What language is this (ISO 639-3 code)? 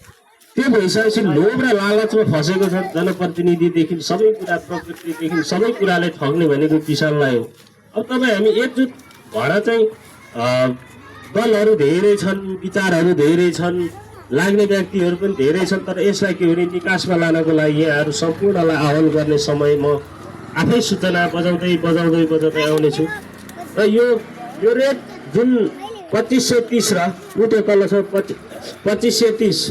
nep